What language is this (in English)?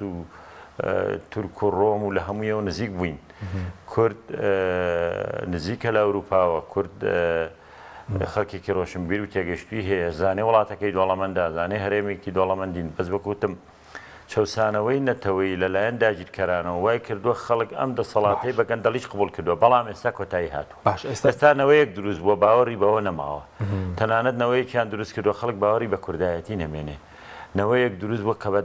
Central Kurdish